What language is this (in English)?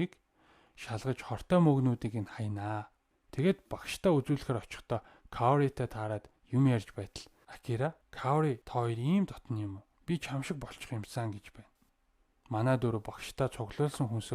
Mongolian